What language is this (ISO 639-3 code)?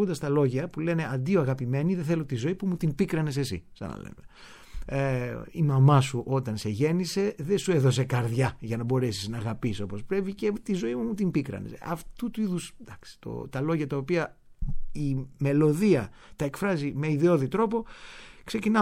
ell